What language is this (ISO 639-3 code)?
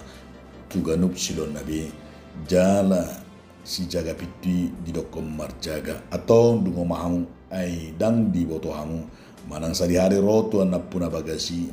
bbc